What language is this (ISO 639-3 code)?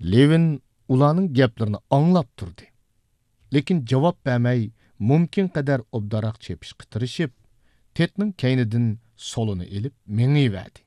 uig